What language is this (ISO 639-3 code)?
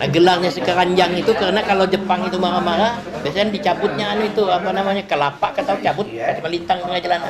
bjn